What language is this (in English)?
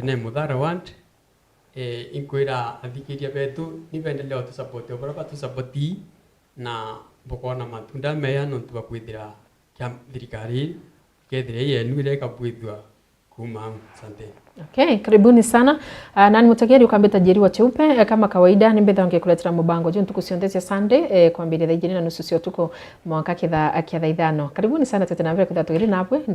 Meru